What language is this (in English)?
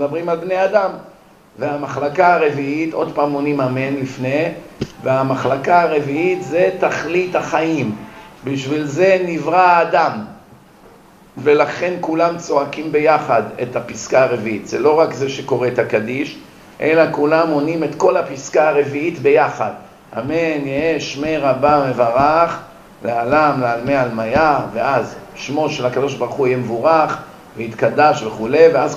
Hebrew